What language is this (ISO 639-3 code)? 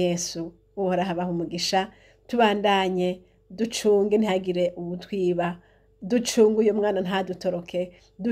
run